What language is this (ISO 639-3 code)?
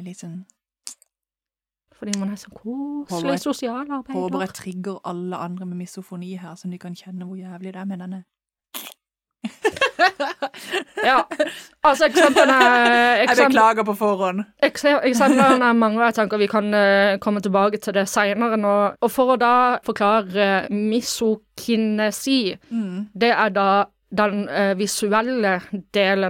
nor